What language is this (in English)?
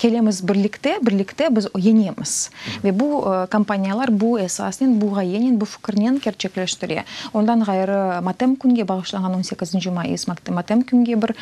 Crimean Tatar